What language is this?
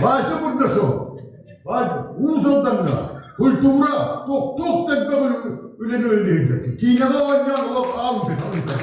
Yakut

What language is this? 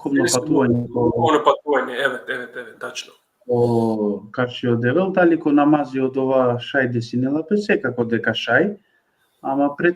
Balkan Romani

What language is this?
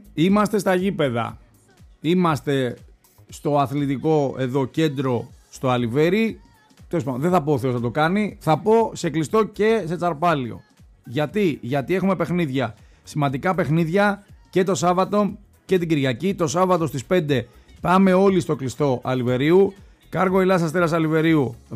Greek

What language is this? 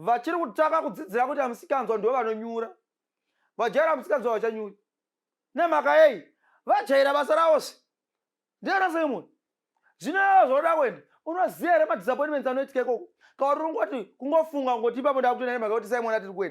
Shona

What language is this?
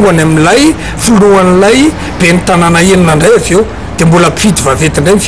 Malagasy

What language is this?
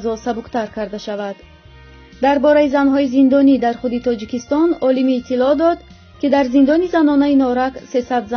Tajik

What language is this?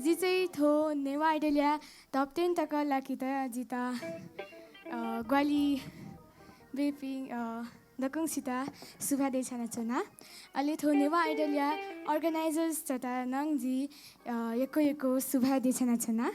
Newari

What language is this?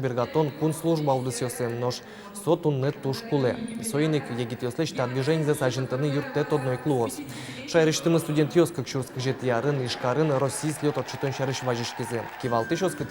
Udmurt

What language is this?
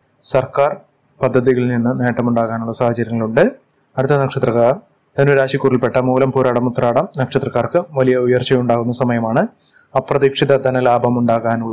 Malayalam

